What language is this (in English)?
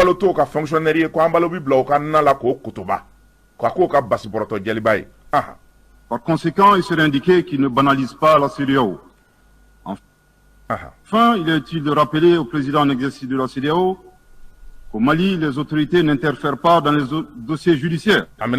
Bambara